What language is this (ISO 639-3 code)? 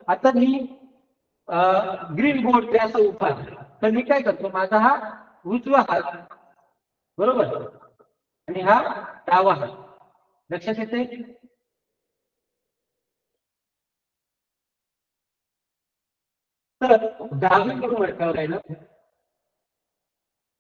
mar